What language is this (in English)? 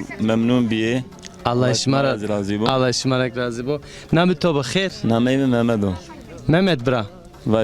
Zaza